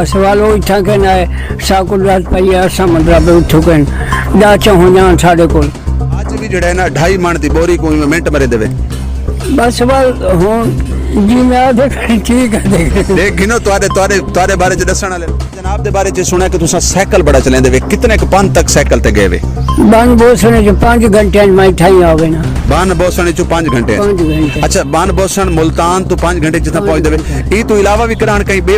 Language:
Saraiki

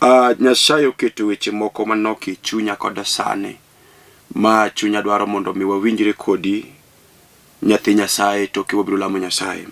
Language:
Luo (Kenya and Tanzania)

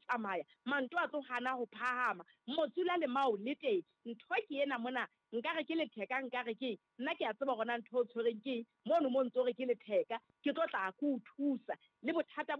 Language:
Southern Sotho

